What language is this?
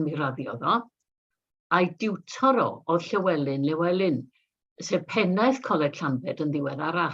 Welsh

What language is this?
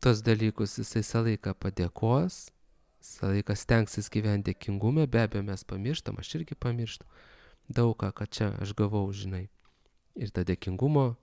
Lithuanian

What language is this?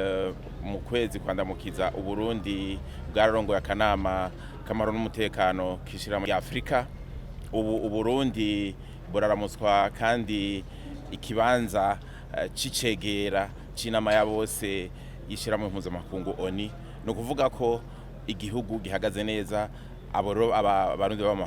Rundi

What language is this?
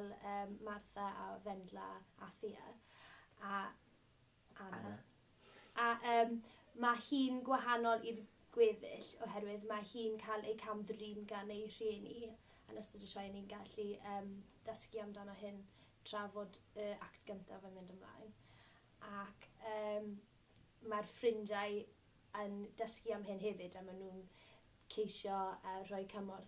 Welsh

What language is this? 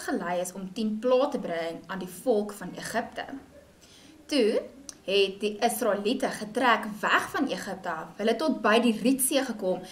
Afrikaans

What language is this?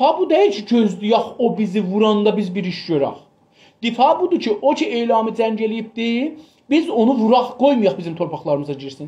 South Azerbaijani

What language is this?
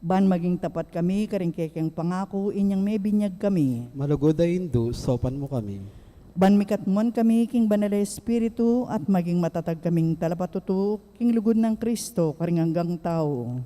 Pampanga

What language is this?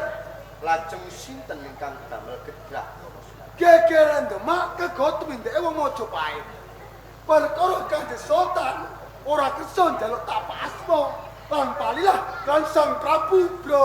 Javanese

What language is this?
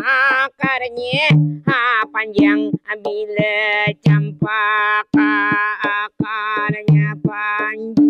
Banjar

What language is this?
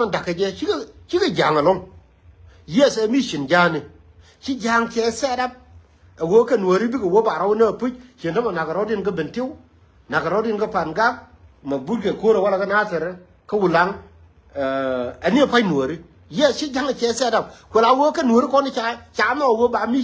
Nuer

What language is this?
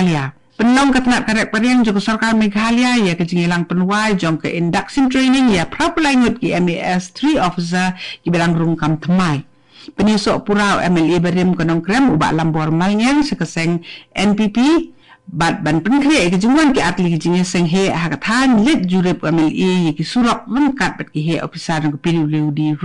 Khasi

